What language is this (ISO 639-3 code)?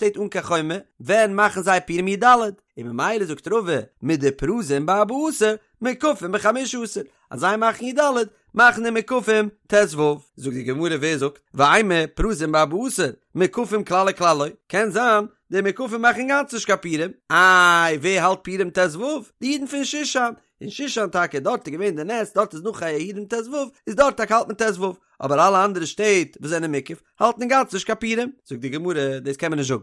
yid